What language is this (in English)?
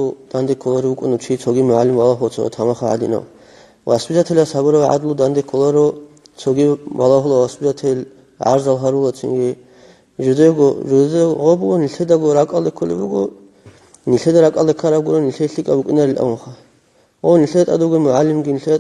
Avaric